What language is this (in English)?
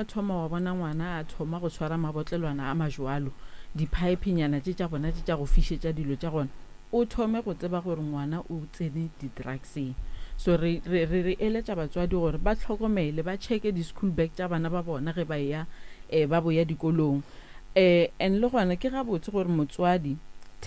Northern Sotho